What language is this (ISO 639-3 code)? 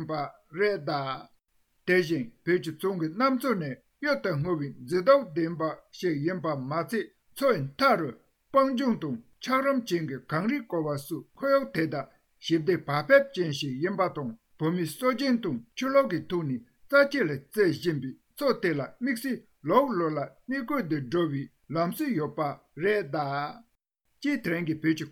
bod